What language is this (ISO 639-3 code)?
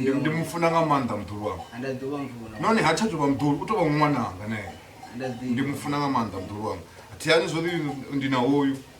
ven